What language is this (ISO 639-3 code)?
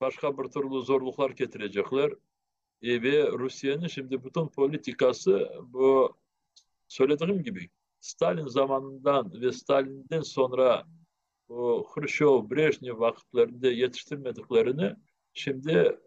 crh